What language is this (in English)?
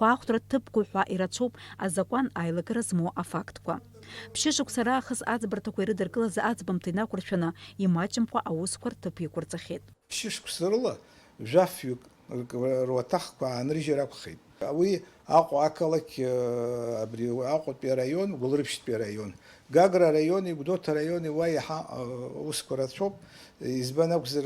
Abkhazian